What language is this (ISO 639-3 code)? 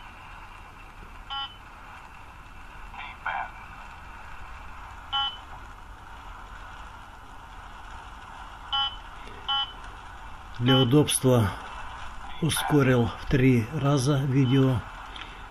rus